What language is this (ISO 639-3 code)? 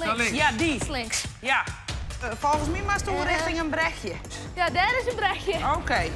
fry